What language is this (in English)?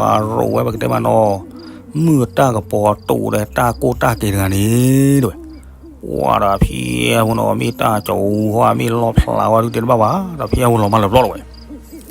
S'gaw Karen